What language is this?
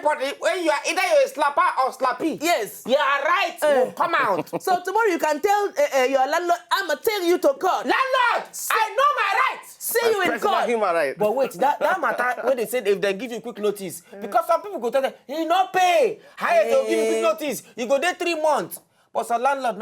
Nigerian Pidgin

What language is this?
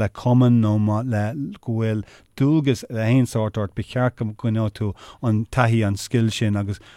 Irish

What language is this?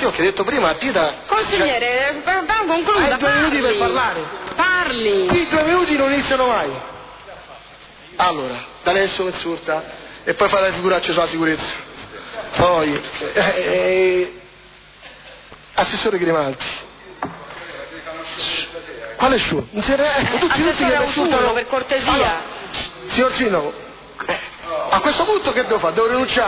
Italian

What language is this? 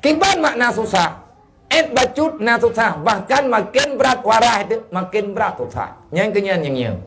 Achinese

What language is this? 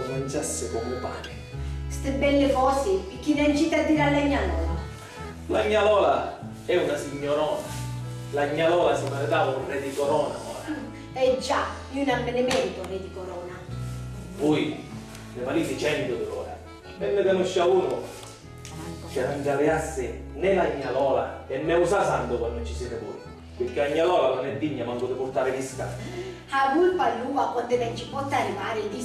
Sicilian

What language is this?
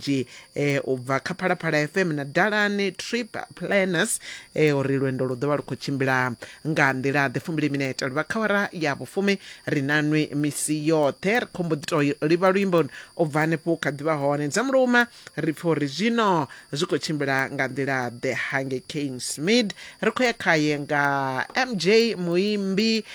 Venda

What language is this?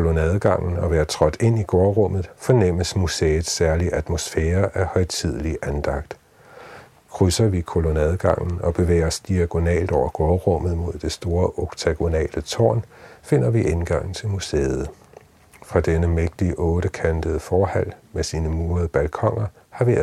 Danish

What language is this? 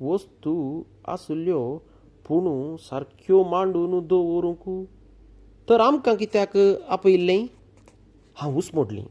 Konkani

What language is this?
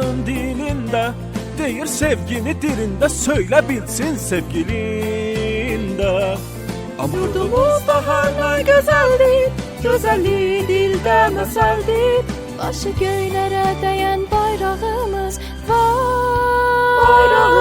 South Azerbaijani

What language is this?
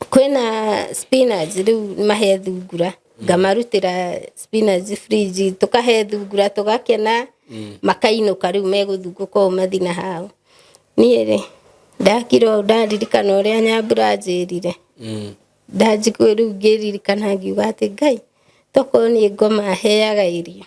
Kikuyu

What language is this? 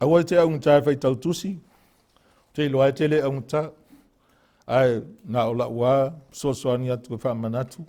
Samoan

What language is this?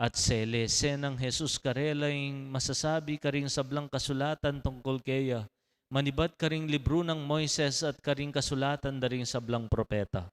Pampanga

